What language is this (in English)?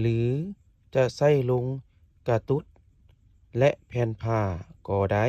Lao